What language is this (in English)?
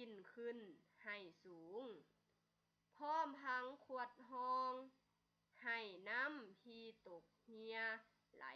Lao